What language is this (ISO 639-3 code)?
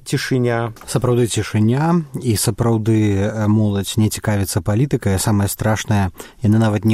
bel